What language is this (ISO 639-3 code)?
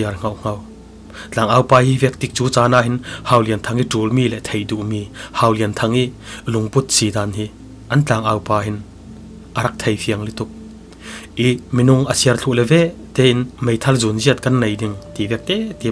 cfm